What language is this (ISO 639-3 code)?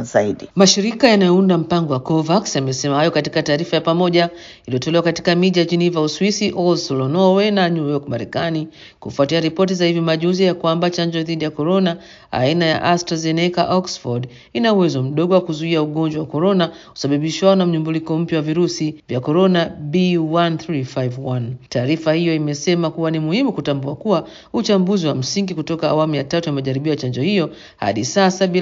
swa